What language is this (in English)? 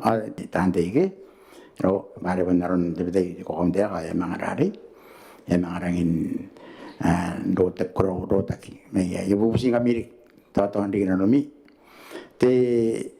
Gilbertese